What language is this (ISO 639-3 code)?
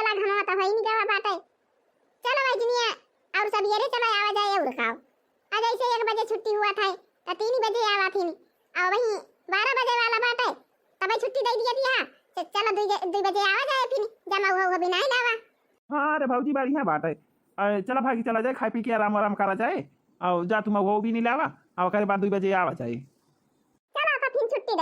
awa